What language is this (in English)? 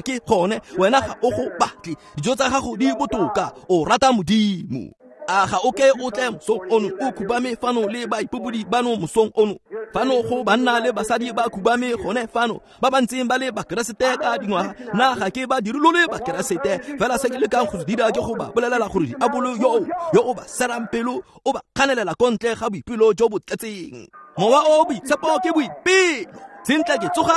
Tswana